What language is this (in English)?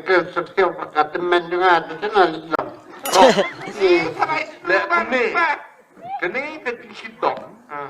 Khasi